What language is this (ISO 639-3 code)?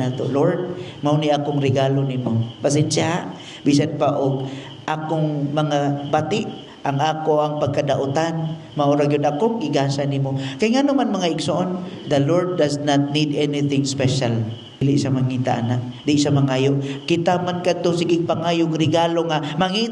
ceb